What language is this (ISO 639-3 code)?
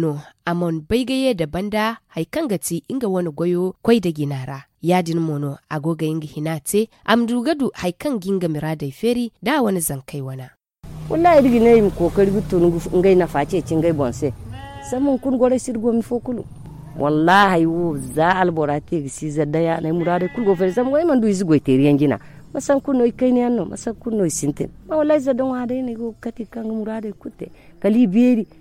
dje